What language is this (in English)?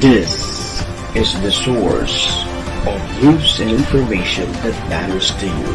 Bikol